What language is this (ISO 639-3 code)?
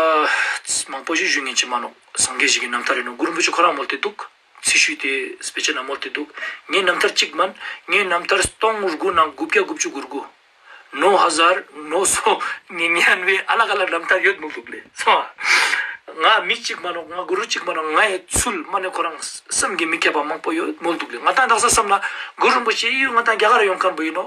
lbj